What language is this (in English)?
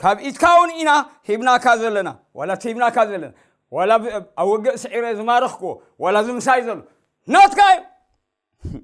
Tigrinya